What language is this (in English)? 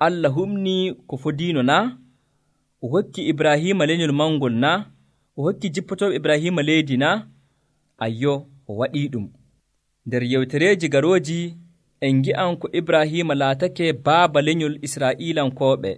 Nigerian Fulfulde